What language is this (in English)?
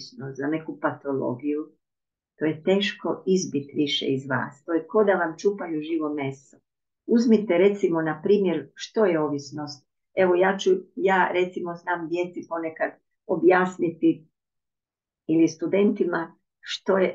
Croatian